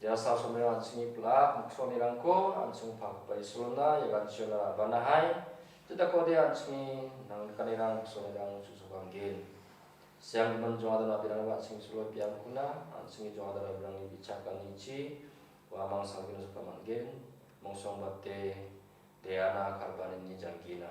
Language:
Garo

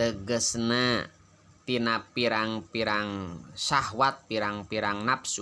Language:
Sundanese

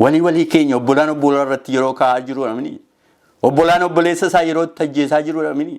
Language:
Oromo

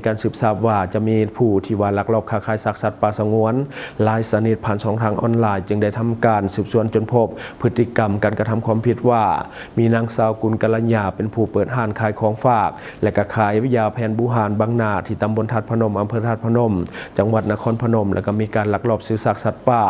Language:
Lao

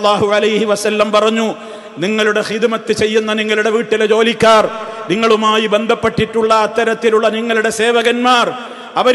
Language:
Malayalam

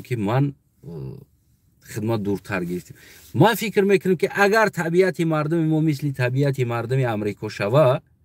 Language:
Tajik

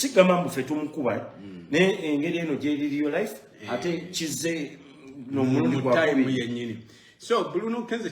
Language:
Ganda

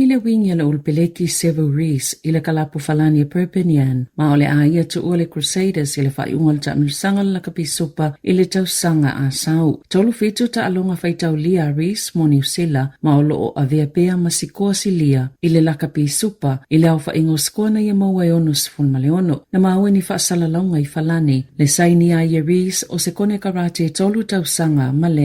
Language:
Samoan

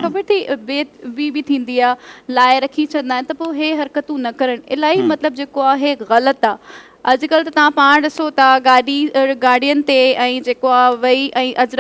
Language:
Sindhi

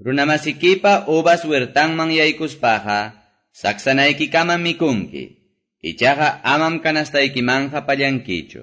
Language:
Quechua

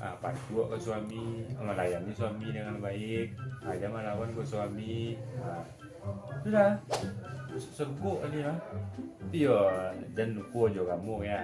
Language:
Minangkabau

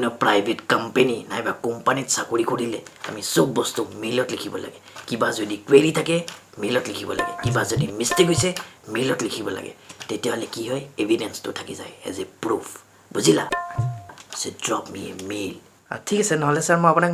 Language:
Assamese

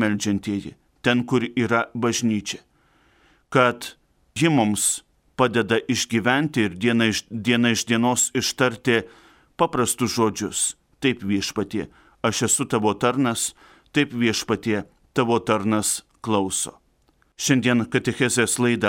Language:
Lithuanian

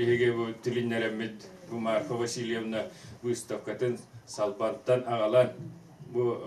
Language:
Yakut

